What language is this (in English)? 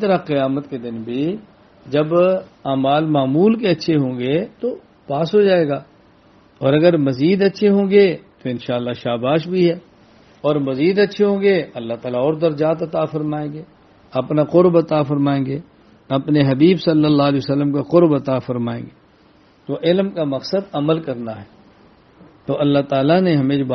Urdu